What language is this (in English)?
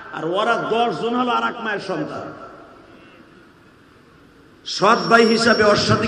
Bangla